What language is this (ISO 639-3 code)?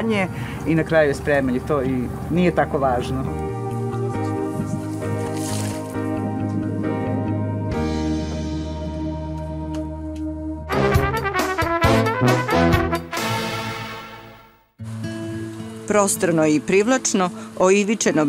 srp